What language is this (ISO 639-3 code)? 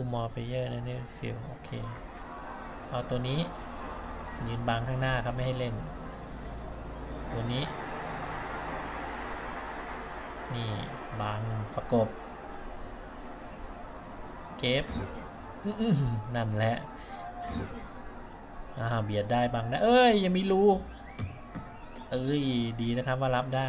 tha